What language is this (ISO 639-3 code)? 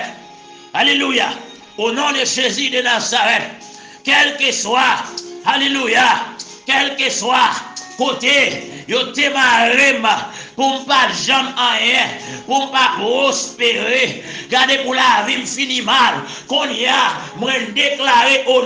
hat